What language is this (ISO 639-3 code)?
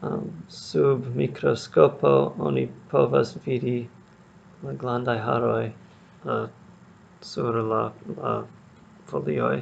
epo